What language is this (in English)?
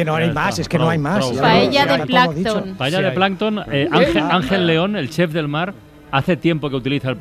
Spanish